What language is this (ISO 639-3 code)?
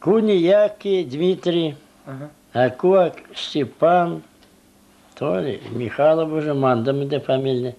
chv